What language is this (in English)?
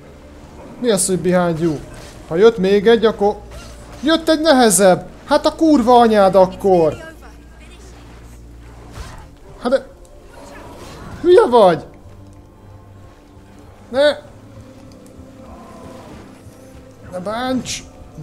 Hungarian